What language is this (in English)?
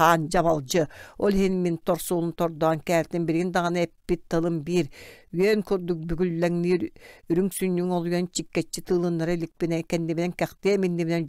Yakut